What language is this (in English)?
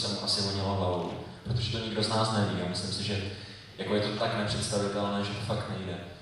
Czech